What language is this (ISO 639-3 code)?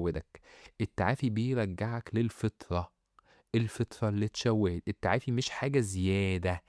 arz